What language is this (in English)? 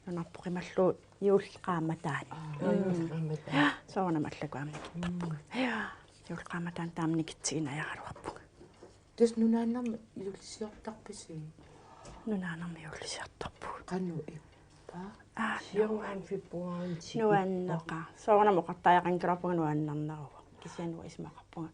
Kalaallisut